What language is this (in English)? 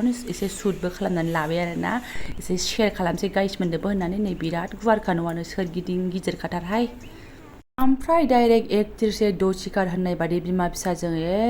Bodo